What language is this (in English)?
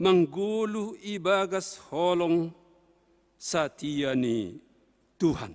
Batak Simalungun